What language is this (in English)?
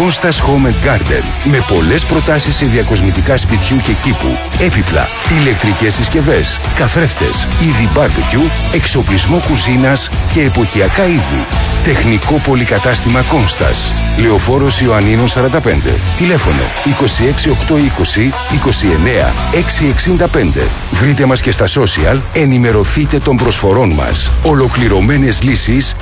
Greek